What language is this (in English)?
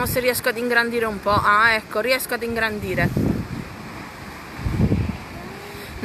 Italian